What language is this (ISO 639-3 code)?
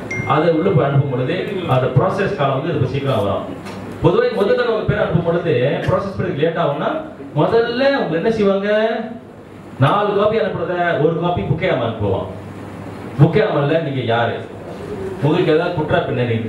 tam